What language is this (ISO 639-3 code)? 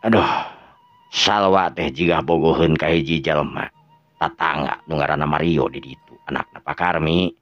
sun